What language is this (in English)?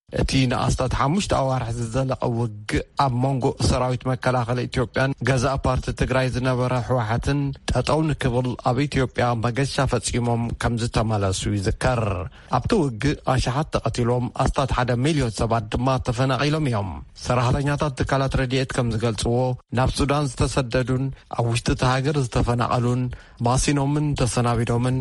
Tigrinya